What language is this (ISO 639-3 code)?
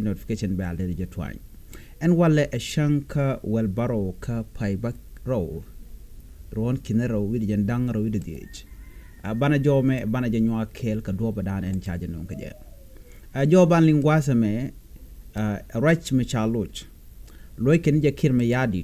nus